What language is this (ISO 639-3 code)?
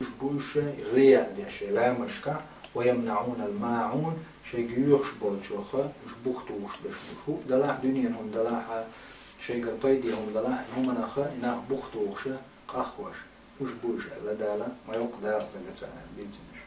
che